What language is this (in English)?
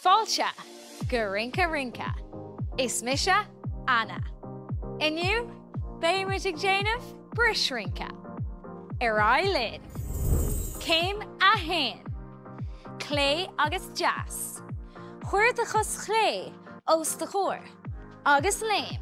Irish